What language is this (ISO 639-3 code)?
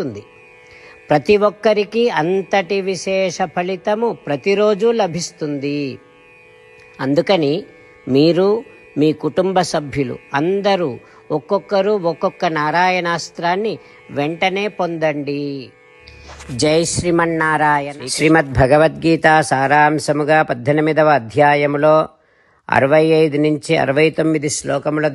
tel